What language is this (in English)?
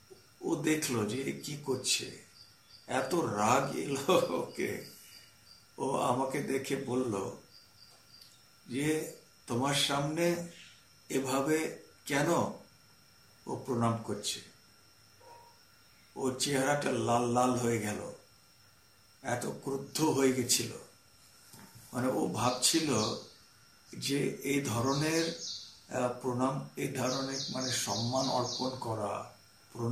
Bangla